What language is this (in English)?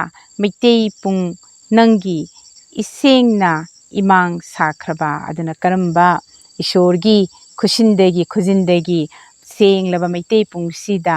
Manipuri